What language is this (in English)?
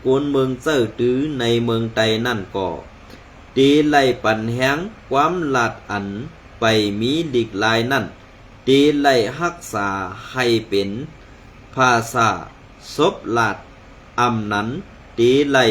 Shan